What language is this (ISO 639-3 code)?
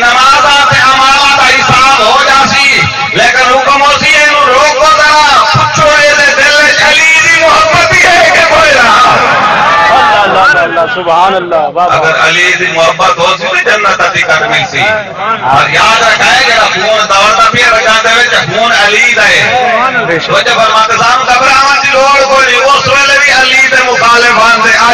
skr